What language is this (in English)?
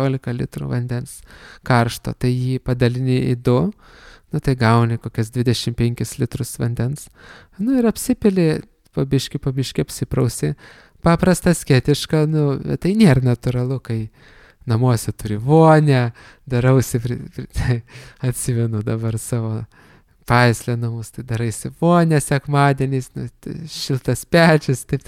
Lithuanian